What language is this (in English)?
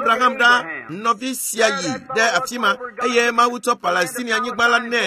Ewe